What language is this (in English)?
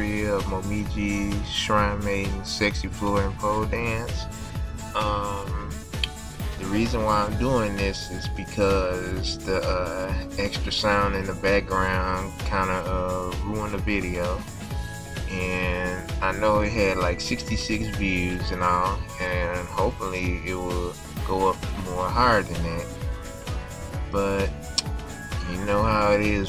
English